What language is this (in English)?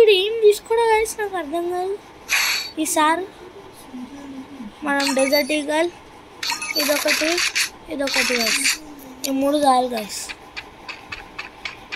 Telugu